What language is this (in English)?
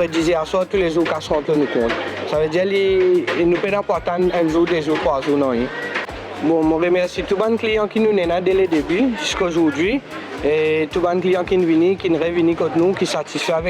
Morisyen